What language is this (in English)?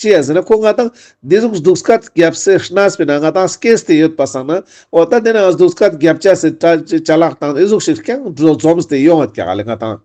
Ladakhi